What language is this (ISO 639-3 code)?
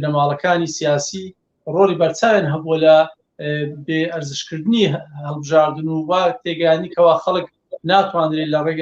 ckb